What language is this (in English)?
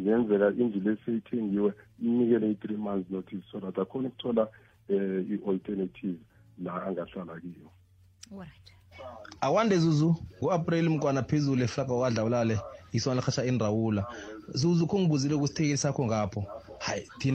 South Ndebele